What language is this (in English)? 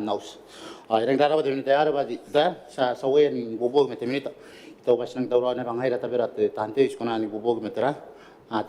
Gilbertese